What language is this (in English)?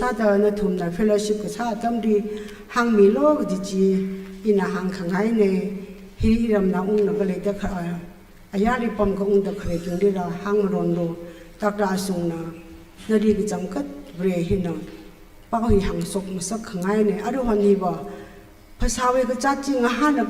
Tangkhul Naga (India)